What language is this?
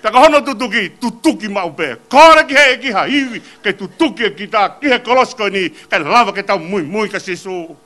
Tongan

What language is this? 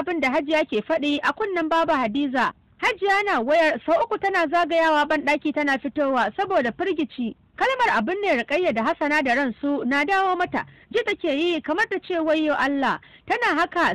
Hausa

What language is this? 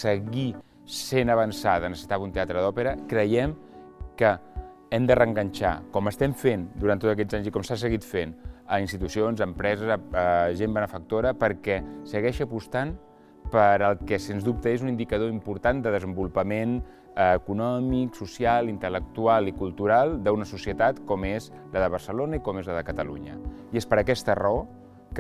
Catalan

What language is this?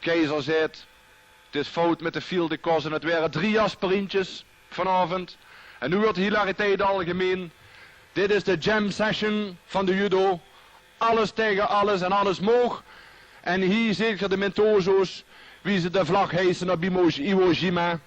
Limburgish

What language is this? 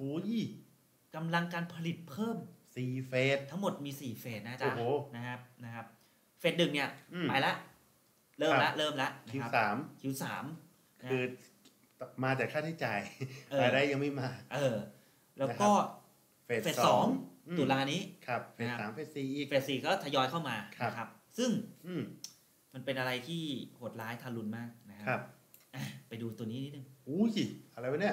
Thai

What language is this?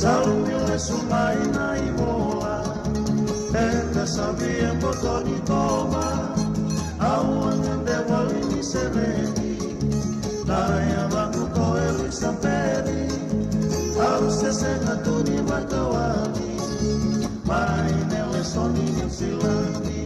Fijian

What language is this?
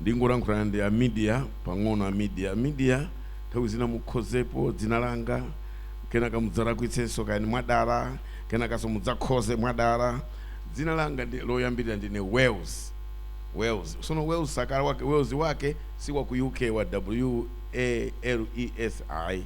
Nyanja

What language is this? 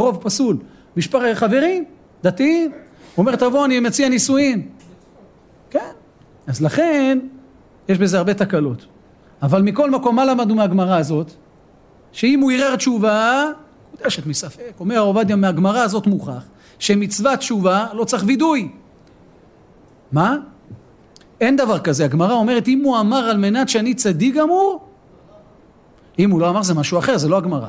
Hebrew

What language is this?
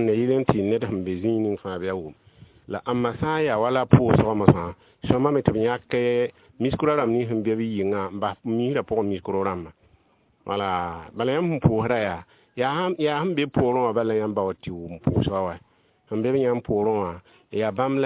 Mossi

